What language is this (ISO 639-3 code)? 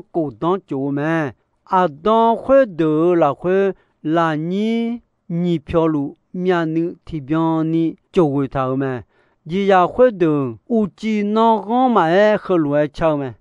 ahk